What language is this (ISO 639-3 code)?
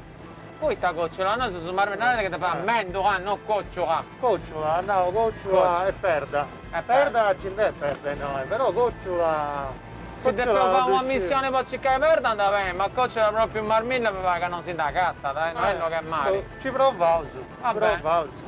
srd